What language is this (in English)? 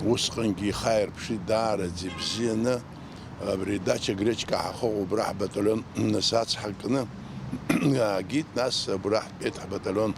Abkhazian